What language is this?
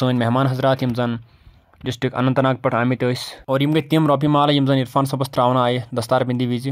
Kashmiri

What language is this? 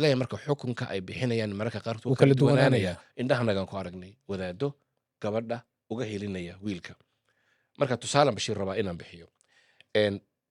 Somali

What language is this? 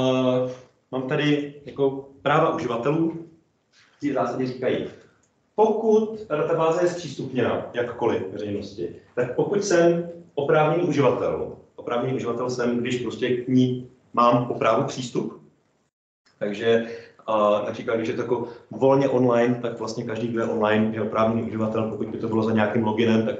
Czech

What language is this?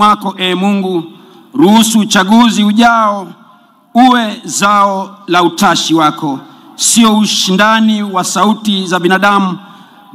Swahili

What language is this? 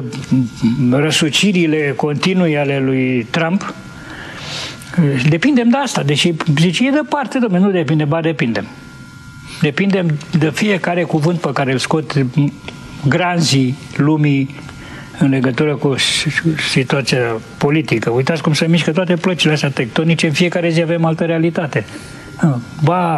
Romanian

